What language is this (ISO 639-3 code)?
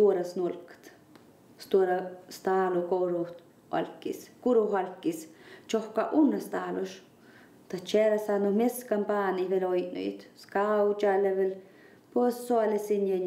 sme